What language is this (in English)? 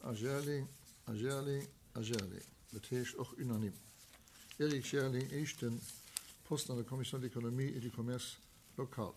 Luxembourgish